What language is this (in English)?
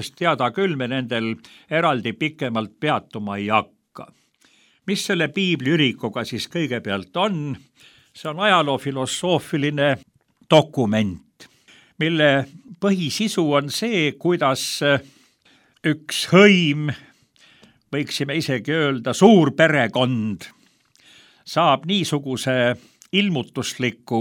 Estonian